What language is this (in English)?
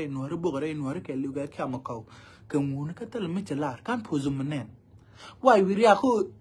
Nuer